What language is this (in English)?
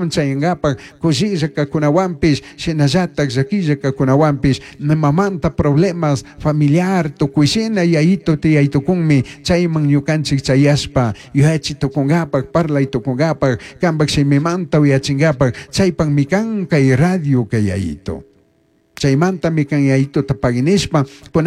Chimborazo Highland Quichua